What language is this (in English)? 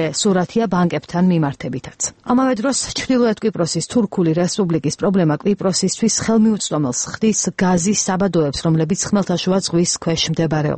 Georgian